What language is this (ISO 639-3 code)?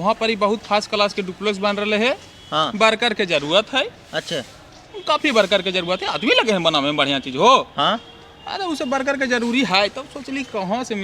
mag